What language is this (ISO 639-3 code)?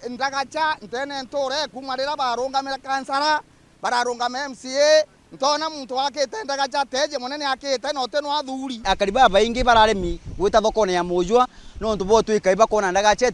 mer